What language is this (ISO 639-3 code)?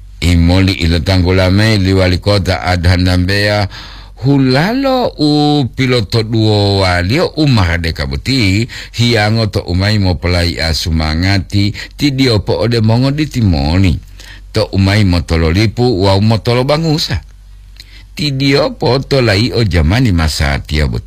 gor